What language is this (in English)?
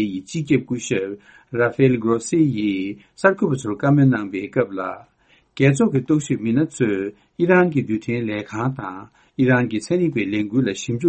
Tibetan